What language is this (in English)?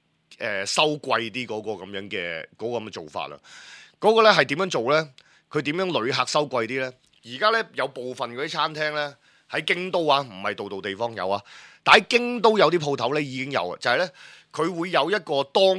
Cantonese